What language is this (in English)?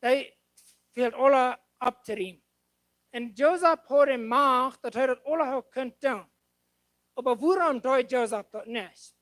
Plautdietsch